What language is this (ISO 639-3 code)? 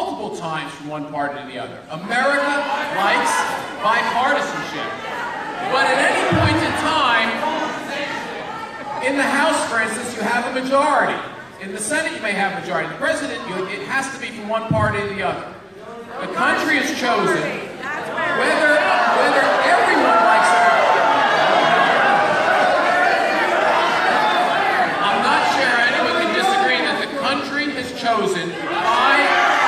eng